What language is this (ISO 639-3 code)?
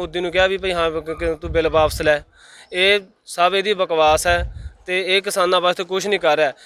pan